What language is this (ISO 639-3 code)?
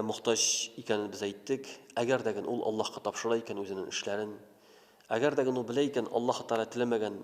tat